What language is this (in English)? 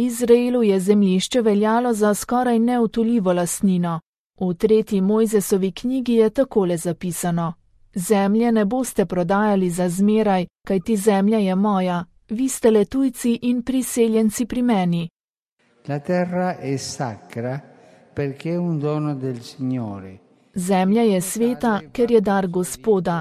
Slovenian